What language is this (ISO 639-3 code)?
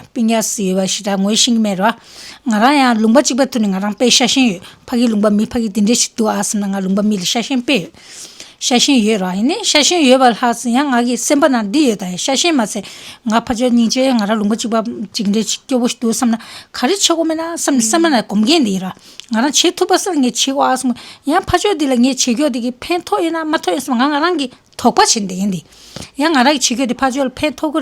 bod